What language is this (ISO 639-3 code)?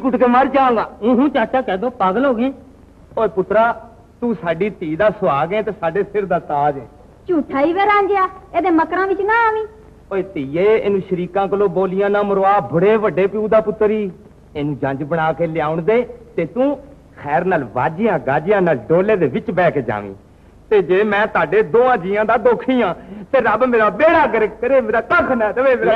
pan